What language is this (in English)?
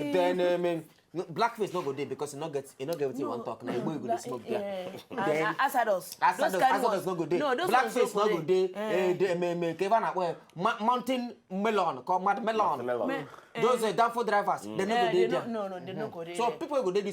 Nigerian Pidgin